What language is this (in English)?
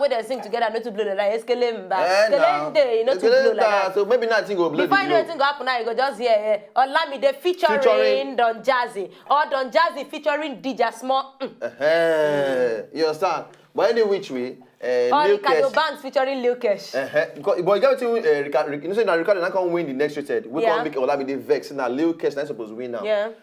Nigerian Pidgin